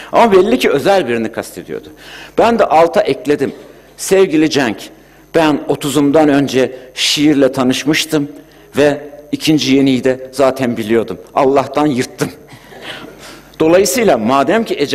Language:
Turkish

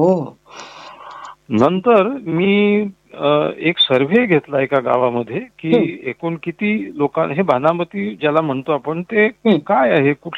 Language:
Marathi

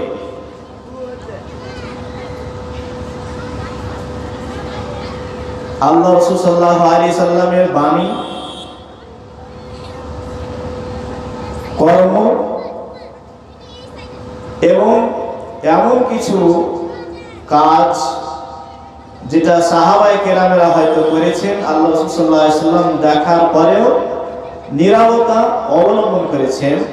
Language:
Bangla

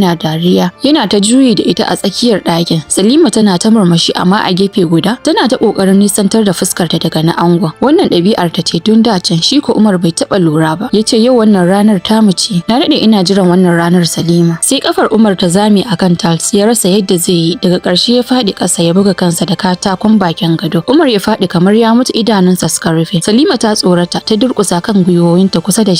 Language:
Hausa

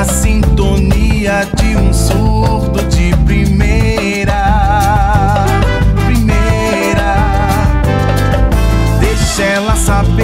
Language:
Portuguese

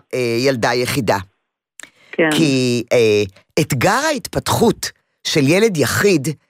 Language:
Hebrew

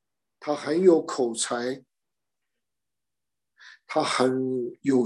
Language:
Chinese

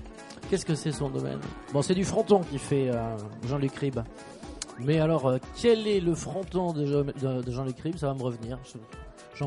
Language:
French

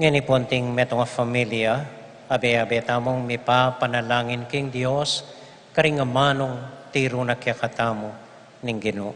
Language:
Pampanga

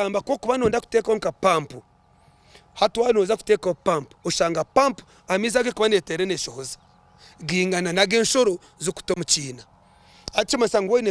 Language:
Nyankole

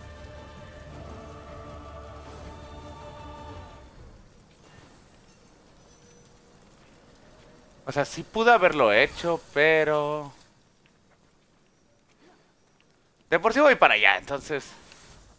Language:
Spanish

